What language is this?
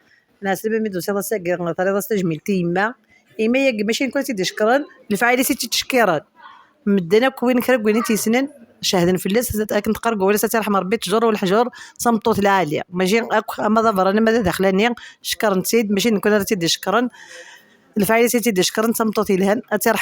Kabyle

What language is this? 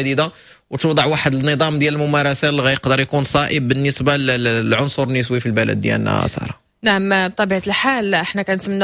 Moroccan Arabic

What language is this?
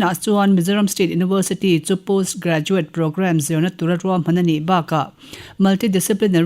Mizo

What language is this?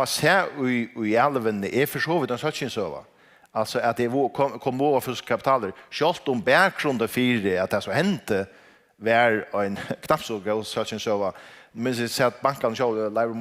Faroese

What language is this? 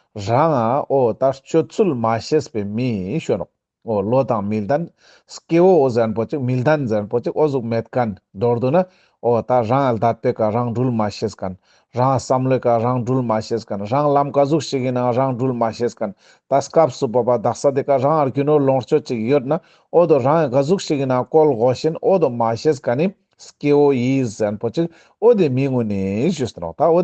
Ladakhi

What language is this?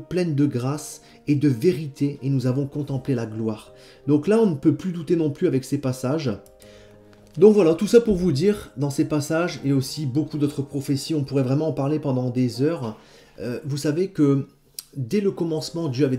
French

